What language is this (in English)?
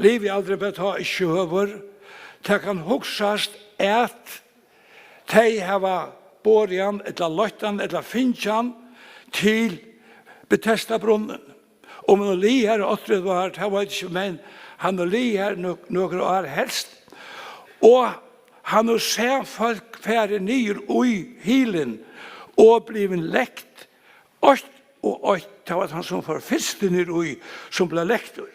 Faroese